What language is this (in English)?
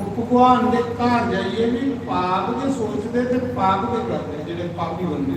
Dogri